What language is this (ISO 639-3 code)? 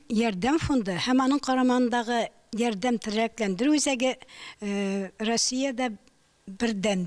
tat